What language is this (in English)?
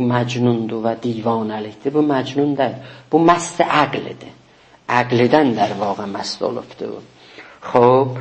South Azerbaijani